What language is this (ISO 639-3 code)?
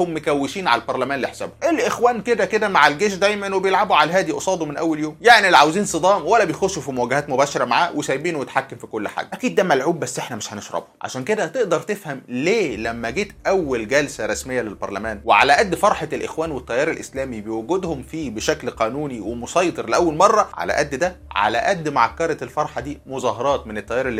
arz